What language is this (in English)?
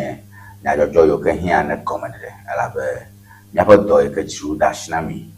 Ewe